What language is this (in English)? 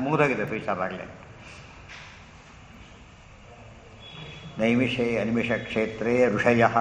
Kannada